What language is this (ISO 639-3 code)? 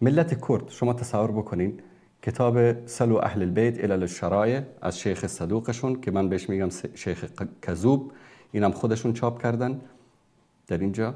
fas